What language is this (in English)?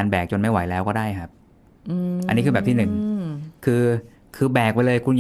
Thai